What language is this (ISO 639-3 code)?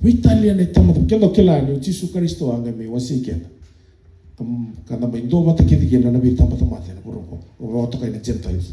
fij